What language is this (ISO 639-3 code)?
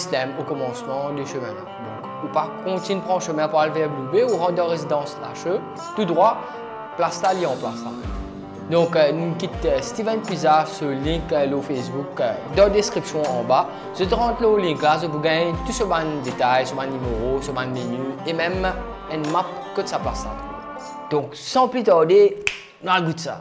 mfe